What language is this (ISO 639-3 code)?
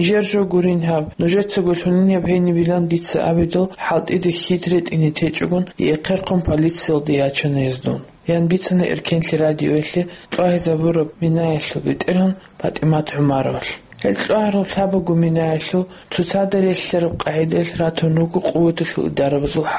ava